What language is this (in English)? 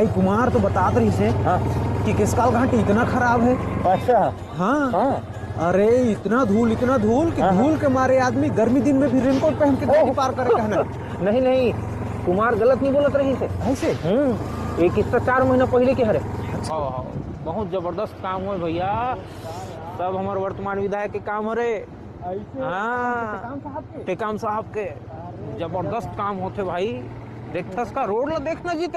Chhattisgarhi